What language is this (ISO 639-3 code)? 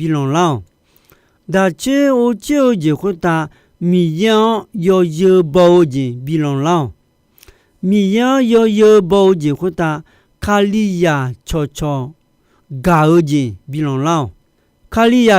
ahk